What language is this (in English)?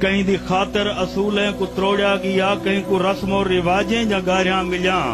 Saraiki